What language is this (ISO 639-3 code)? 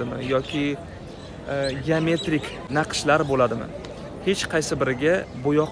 uzb